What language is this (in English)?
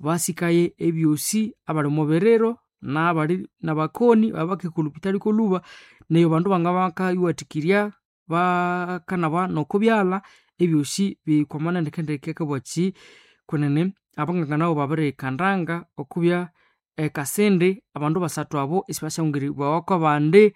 Nande